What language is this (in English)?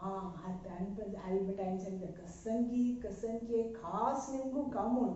Konkani